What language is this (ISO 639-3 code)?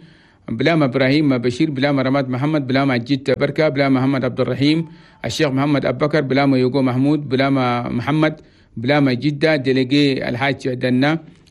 shu